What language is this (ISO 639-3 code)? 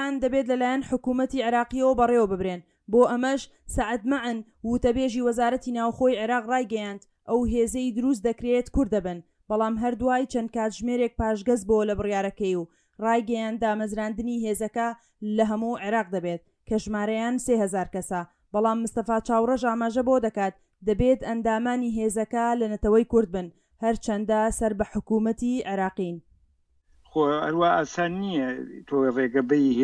ckb